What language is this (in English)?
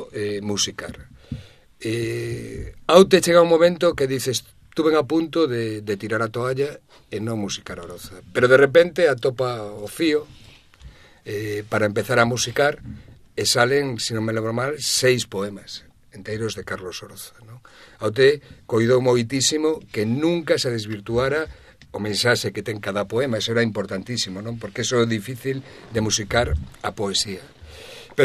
Galician